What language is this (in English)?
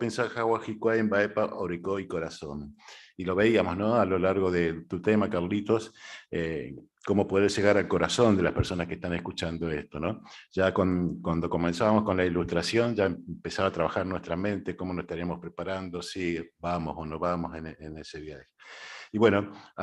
Guarani